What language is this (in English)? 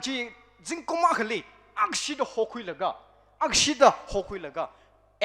Tangkhul Naga (India)